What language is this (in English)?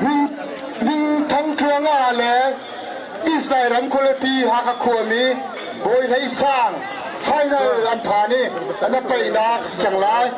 Hakha Chin